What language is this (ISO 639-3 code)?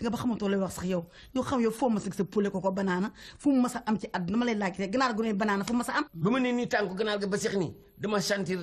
wol